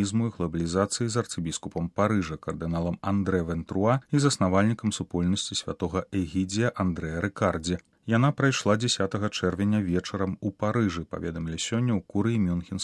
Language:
Belarusian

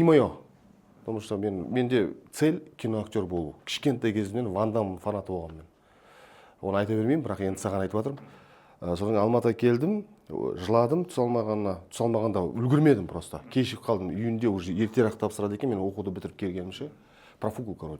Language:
Kazakh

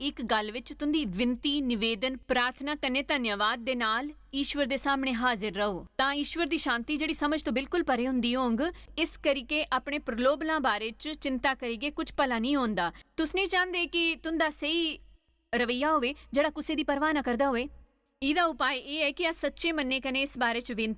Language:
Dogri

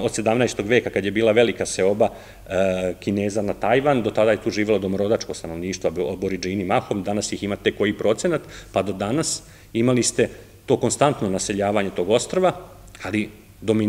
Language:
Serbian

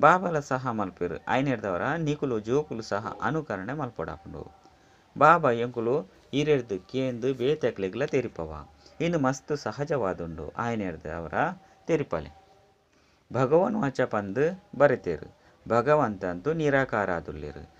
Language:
Tulu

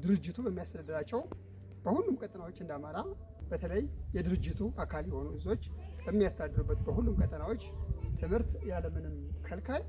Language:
Amharic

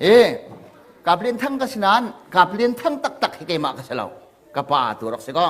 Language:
Hakha Chin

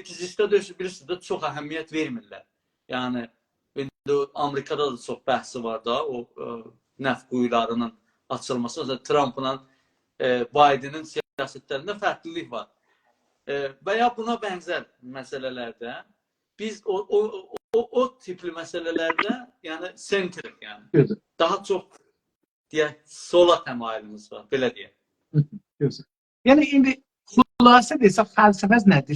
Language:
South Azerbaijani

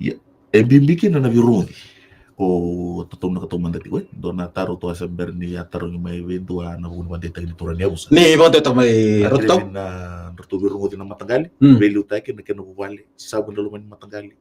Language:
Fijian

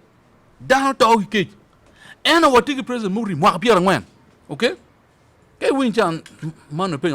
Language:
Acoli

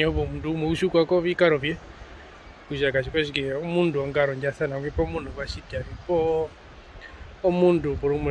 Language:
Herero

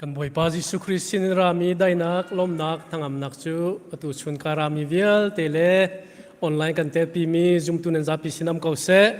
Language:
Hakha Chin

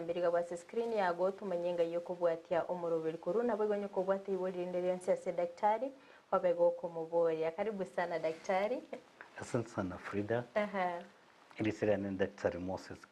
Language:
Gusii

